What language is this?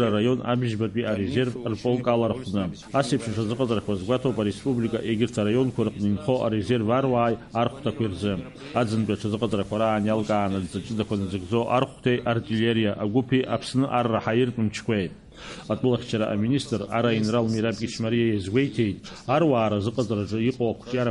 Abkhazian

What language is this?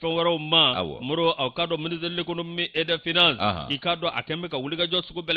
Bambara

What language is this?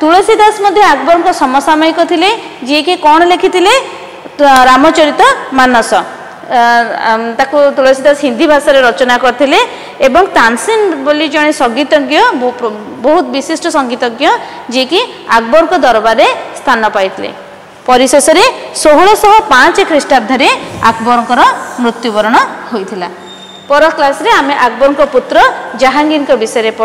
Odia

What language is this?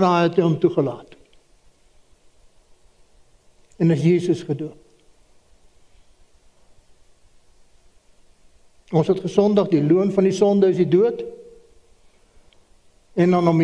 Afrikaans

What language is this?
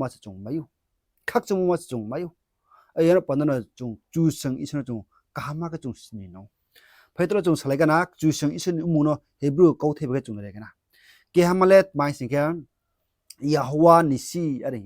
Riang (India)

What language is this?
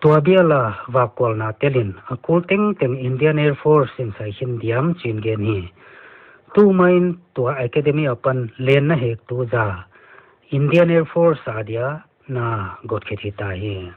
Paite Chin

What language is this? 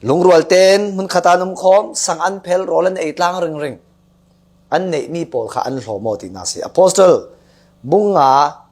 Falam Chin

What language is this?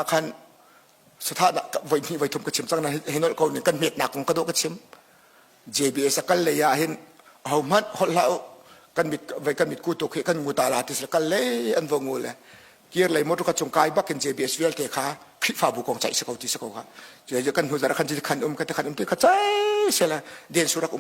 Hakha Chin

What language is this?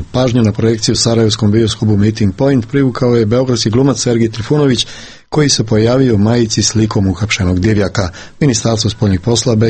Serbian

